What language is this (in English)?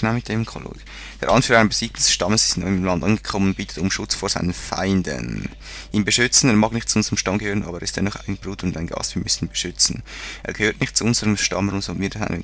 Swiss German